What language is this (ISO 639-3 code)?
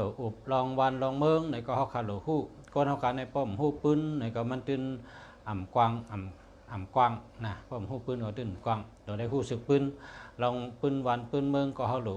shn